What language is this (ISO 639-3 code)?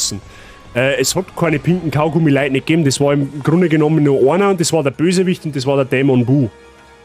bar